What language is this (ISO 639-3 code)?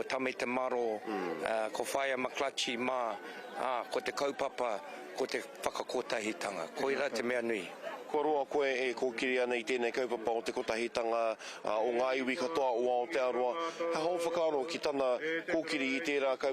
mri